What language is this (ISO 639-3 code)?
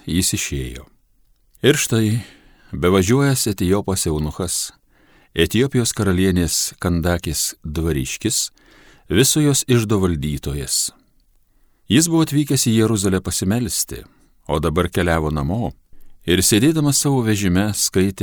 lit